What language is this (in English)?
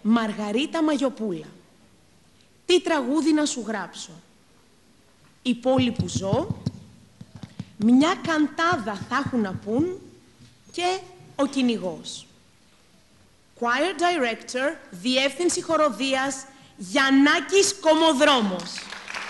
Greek